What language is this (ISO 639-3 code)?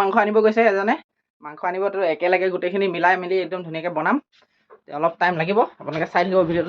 asm